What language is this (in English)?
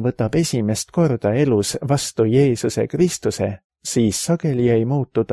Estonian